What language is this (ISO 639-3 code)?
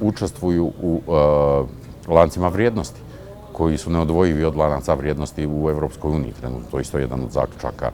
bos